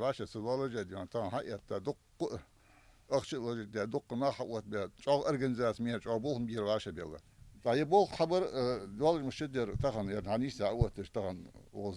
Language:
Ingush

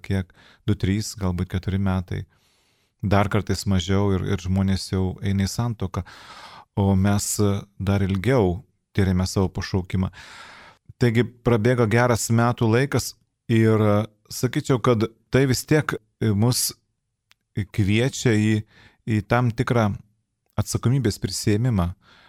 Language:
Lithuanian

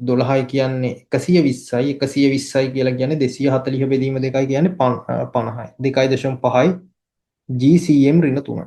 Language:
Sinhala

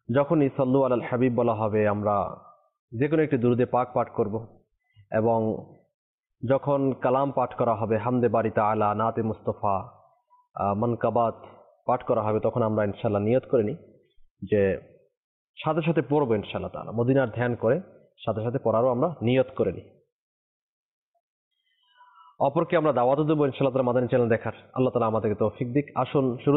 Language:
Bangla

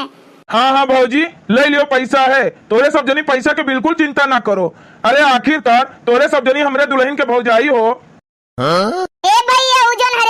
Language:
Awadhi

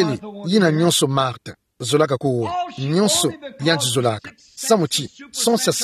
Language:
Kituba (Democratic Republic of Congo)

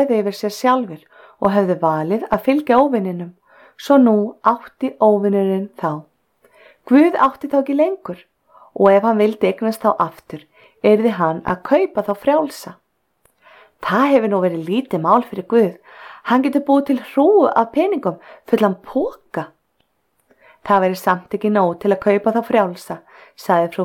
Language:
Icelandic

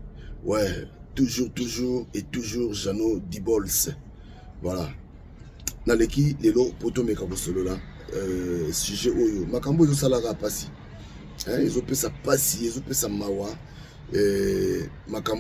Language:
Lingala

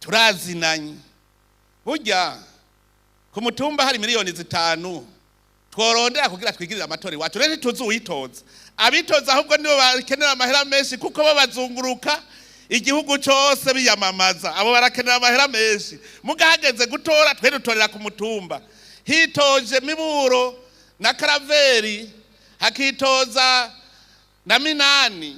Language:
Rundi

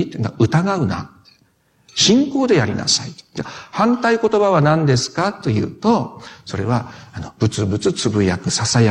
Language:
Japanese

